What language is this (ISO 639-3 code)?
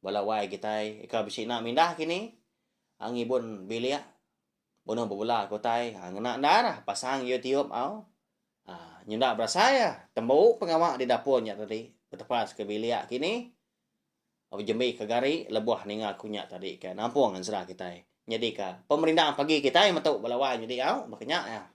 iba